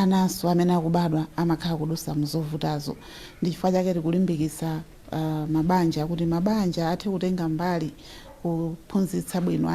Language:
Nyanja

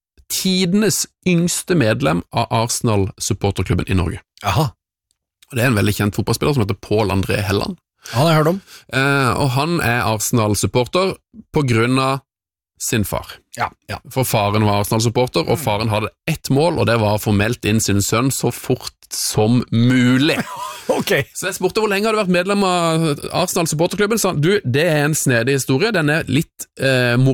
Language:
Norwegian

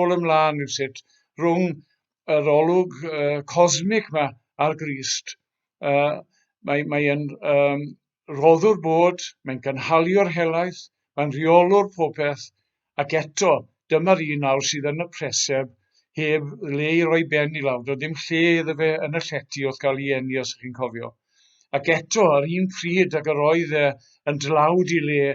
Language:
Welsh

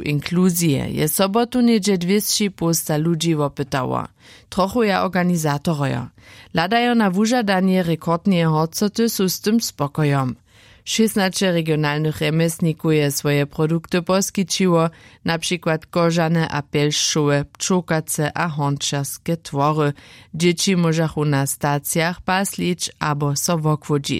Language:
Upper Sorbian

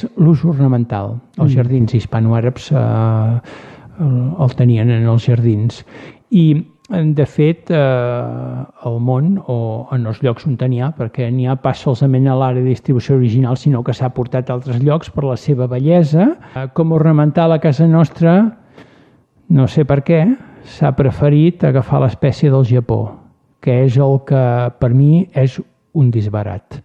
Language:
Catalan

